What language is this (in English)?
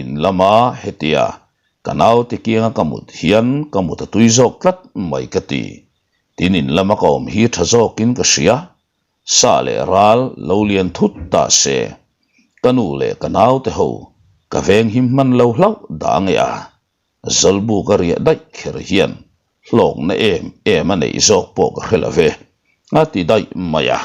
Mizo